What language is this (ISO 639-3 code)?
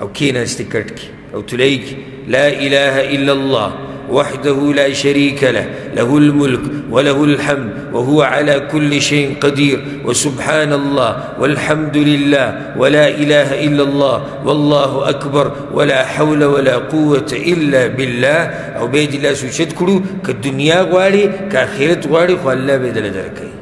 pus